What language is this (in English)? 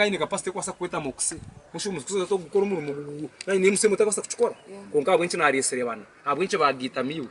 Nyankole